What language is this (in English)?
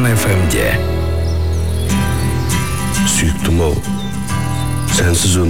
Kazakh